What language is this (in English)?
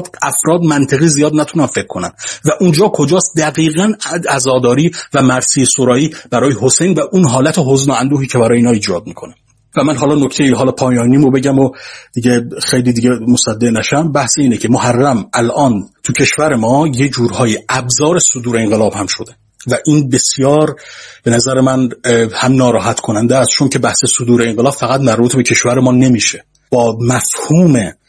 Persian